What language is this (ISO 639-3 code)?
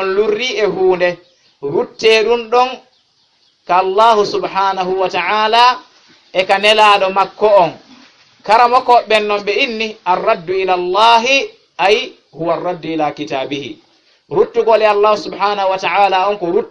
ful